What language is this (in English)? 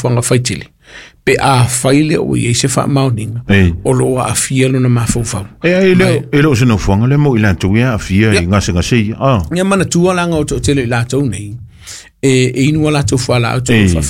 Samoan